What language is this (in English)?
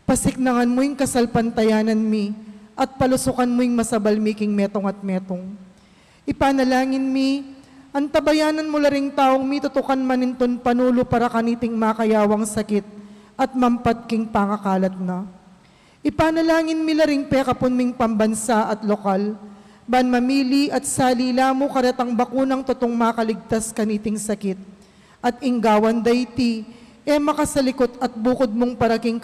Pampanga